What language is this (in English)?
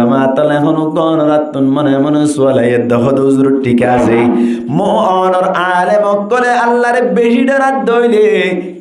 Rohingya